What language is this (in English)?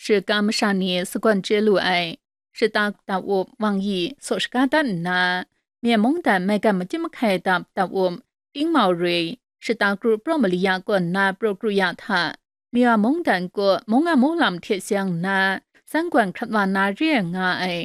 Kachin